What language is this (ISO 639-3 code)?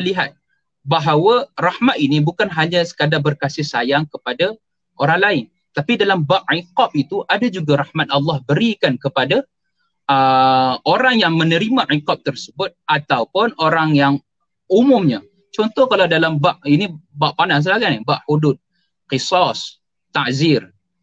msa